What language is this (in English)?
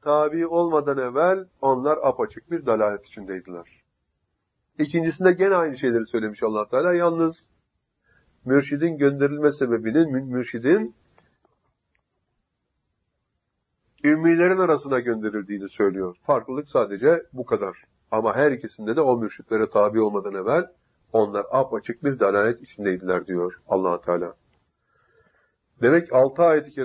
Turkish